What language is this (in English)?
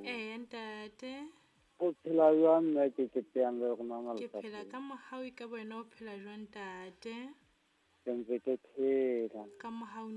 Southern Sotho